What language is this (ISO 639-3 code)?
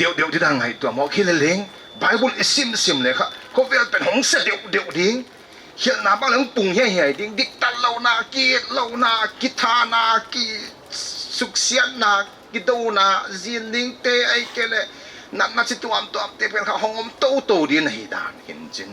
pck